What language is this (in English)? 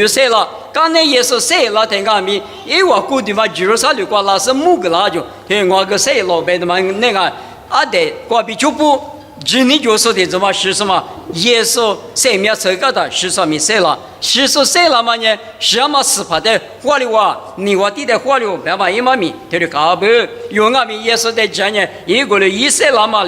Lisu